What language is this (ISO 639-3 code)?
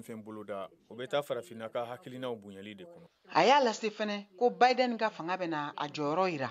bam